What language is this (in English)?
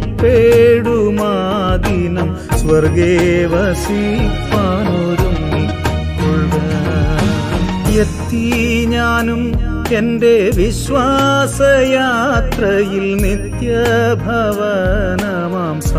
Malayalam